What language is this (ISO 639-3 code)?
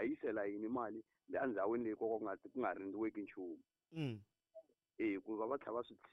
tso